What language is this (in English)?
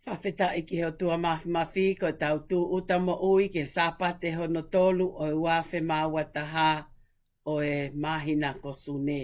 Tongan